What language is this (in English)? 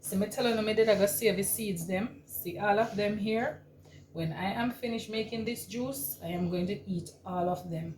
Jamaican Creole English